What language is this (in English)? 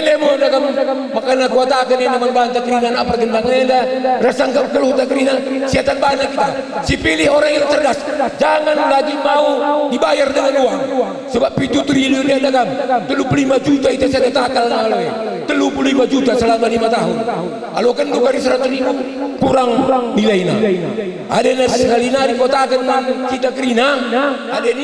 Batak Karo